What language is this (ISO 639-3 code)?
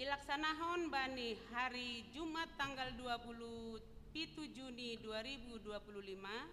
bts